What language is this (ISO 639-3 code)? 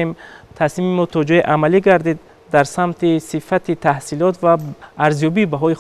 tgk